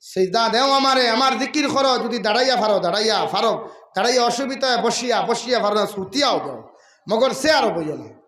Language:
Sylheti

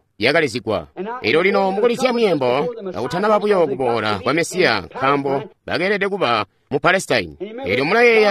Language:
Tonga (Zambia)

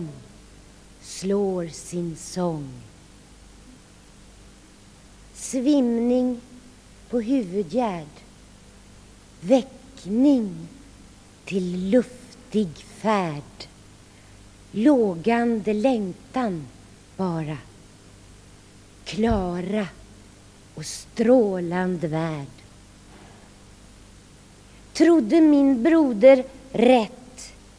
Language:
Swedish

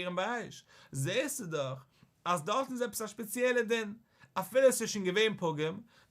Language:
Yiddish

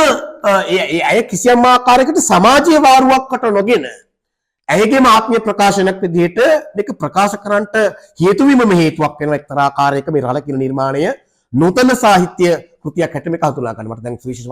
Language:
Sinhala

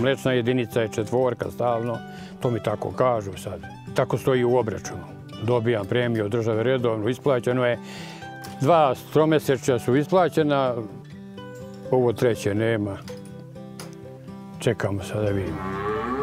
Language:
Serbian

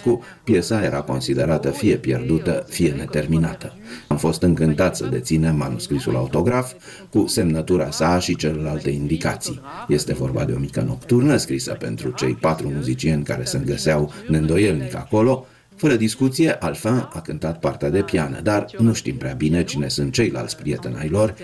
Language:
Romanian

